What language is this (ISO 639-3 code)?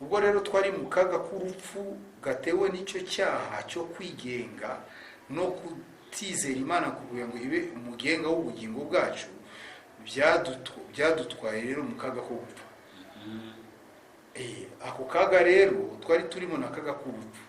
kin